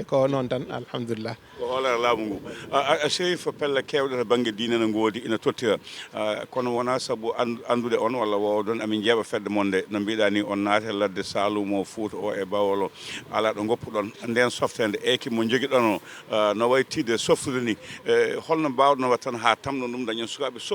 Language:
Fula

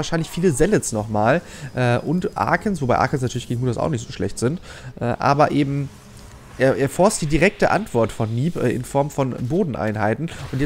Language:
German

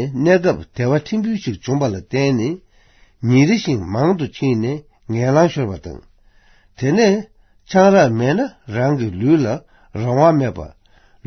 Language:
Tibetan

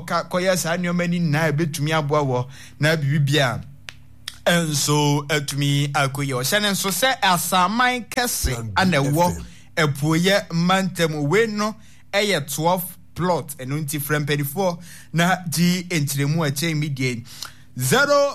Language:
Akan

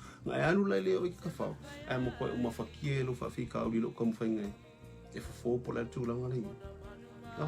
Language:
Samoan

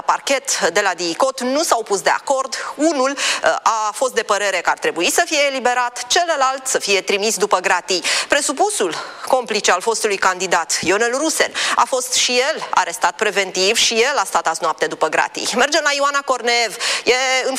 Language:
Romanian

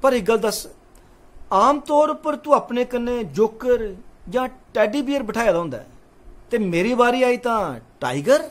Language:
Dogri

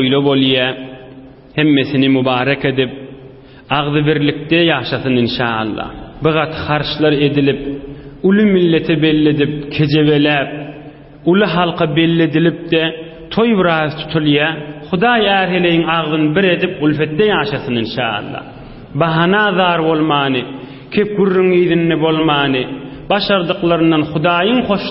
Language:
Turkmen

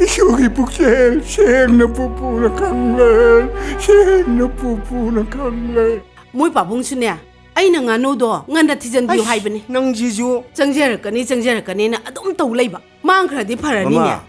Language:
Manipuri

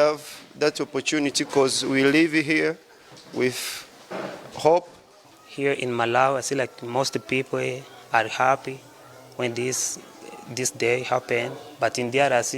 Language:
English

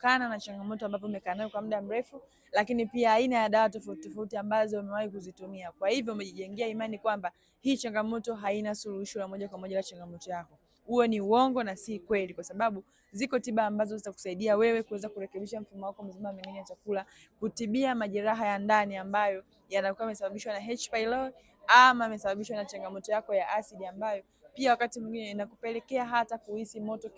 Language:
Swahili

